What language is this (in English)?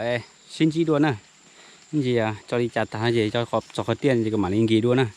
Hmong